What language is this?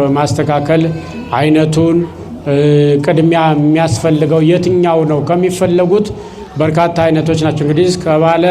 Amharic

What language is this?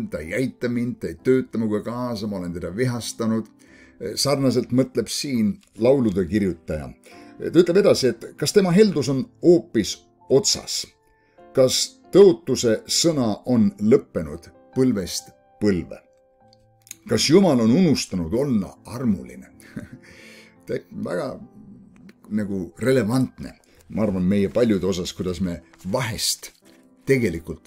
Estonian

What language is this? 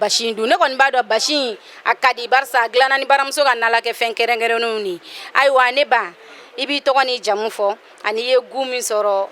Bambara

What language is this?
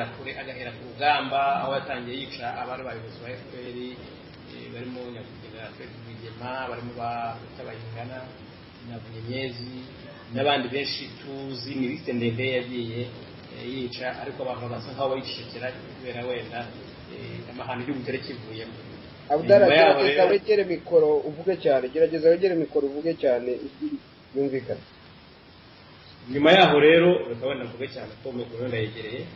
Kinyarwanda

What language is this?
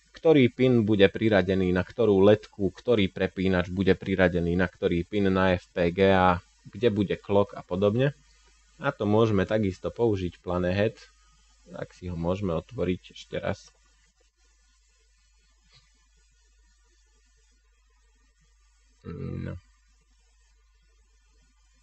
Slovak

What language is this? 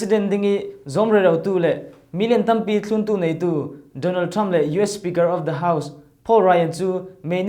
Falam Chin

